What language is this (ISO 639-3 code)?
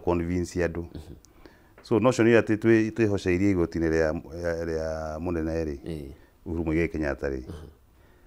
kik